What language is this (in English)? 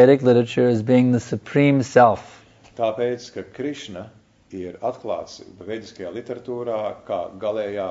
Latvian